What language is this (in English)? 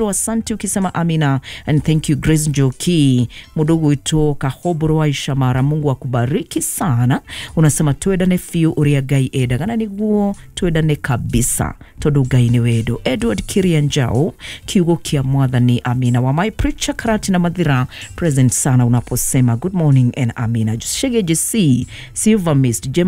Kikuyu